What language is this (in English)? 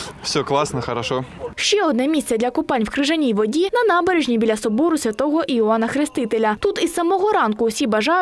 Ukrainian